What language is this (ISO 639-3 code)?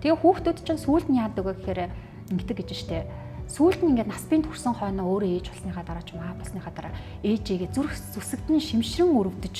mon